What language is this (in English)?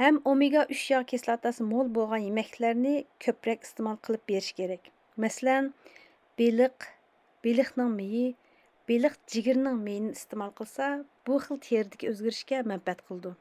Uyghur